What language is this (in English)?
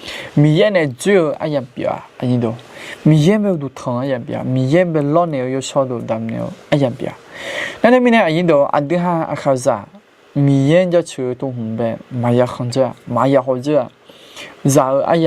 Akha